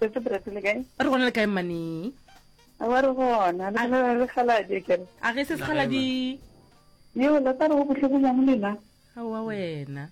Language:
Northern Sotho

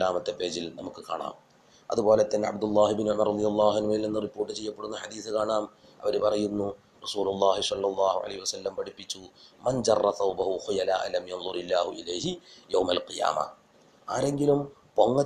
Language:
Malayalam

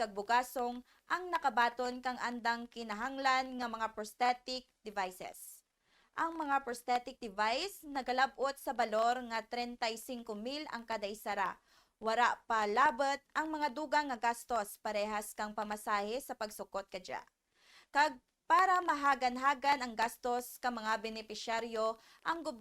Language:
Kinaray-a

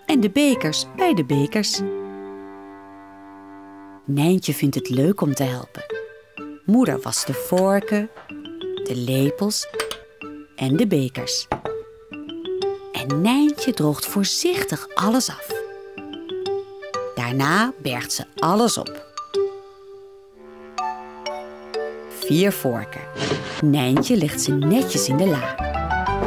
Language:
Dutch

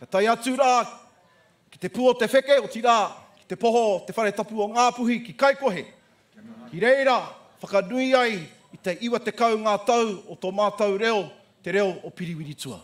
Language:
Māori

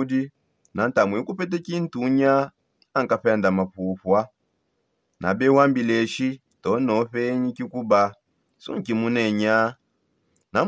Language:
Songe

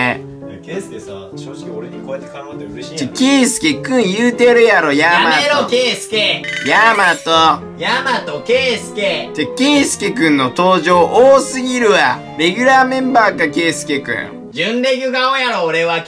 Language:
Japanese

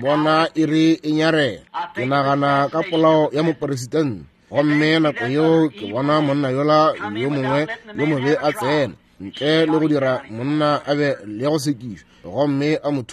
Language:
Northern Sotho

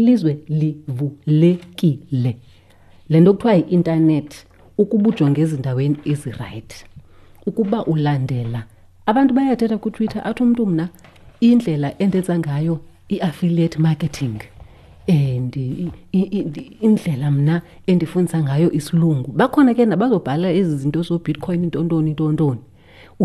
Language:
Xhosa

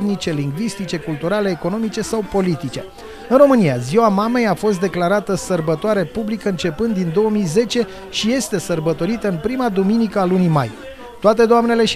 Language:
Romanian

